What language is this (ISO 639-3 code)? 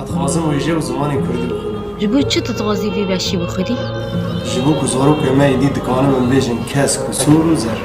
kur